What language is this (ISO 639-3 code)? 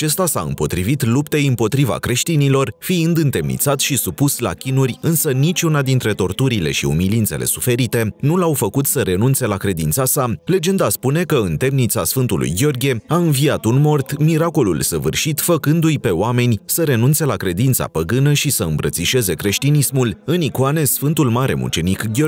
ron